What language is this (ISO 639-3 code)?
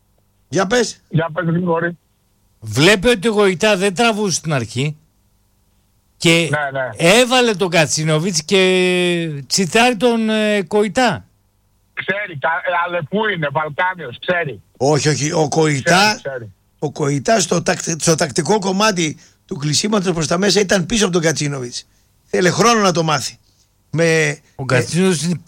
ell